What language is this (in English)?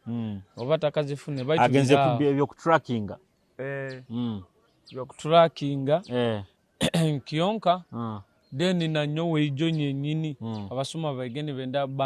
Nyoro